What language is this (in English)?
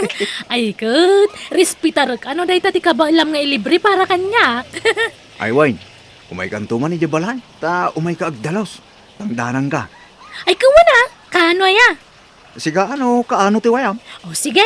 Iloko